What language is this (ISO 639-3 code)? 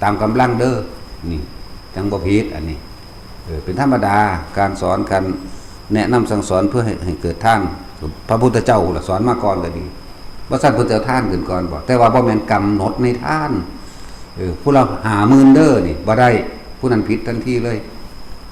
tts